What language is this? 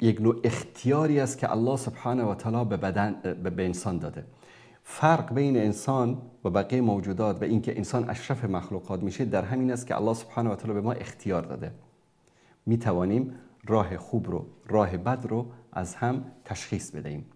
Persian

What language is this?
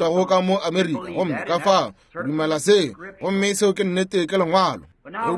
Northern Sotho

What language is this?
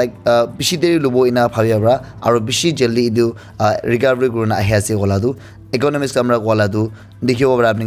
Naga Pidgin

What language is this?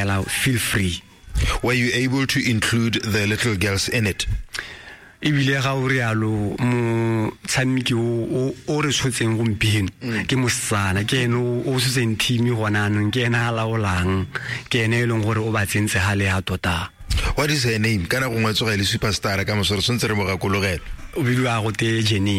Tswana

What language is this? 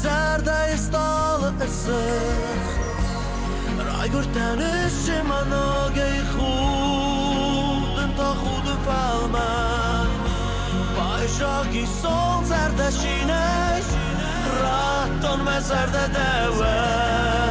Ossetic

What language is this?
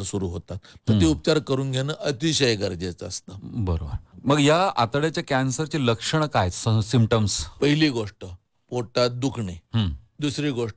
Marathi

